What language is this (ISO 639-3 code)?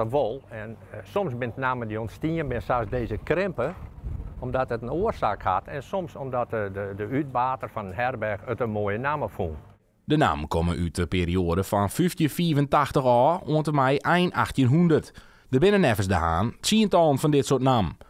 fry